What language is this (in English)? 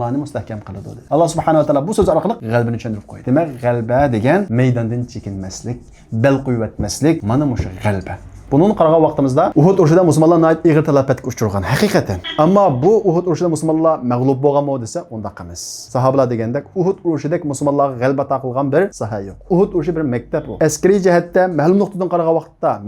Uyghur